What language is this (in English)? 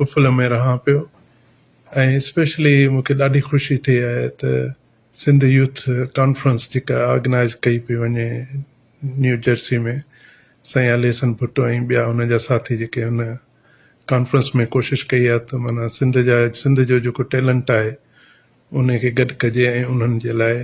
Sindhi